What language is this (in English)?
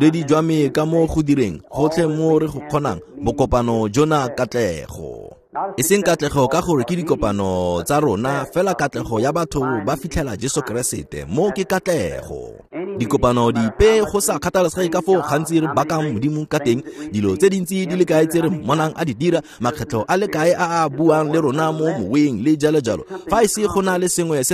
Tswana